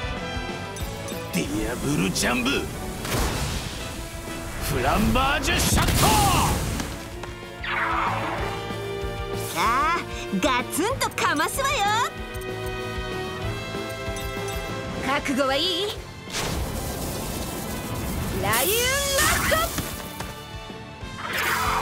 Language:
Japanese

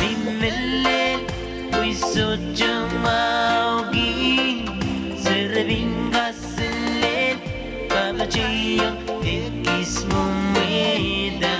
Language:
Pohnpeian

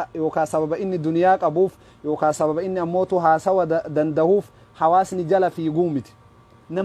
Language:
Oromo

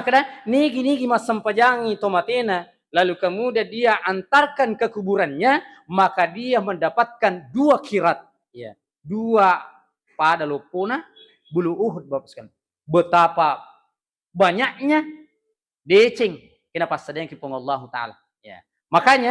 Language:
Buginese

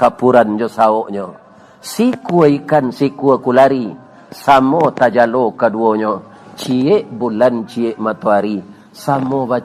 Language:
Minangkabau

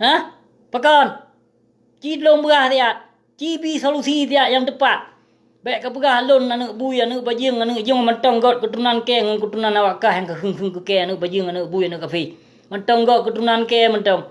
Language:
Achinese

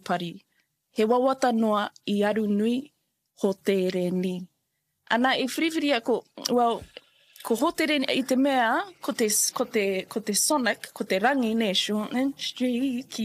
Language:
Māori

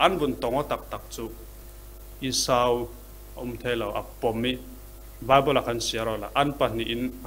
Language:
Falam Chin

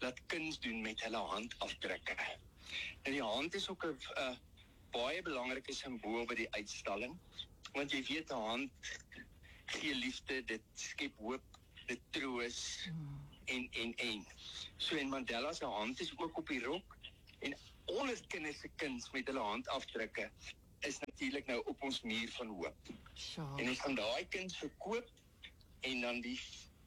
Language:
Afrikaans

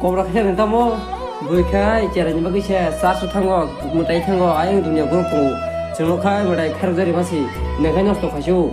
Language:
Kok Borok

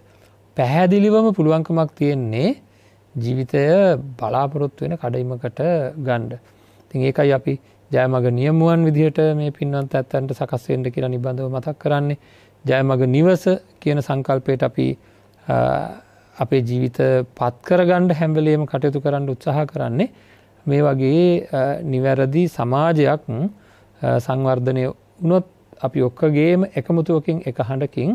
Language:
Sinhala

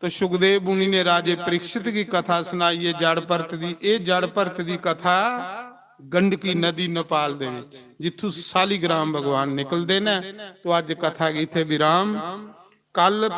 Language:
Dogri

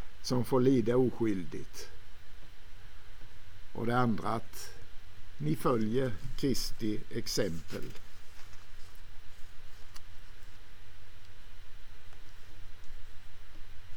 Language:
Swedish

